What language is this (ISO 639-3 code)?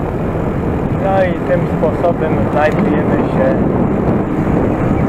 pol